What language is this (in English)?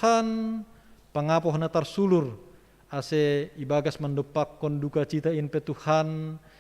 Batak Simalungun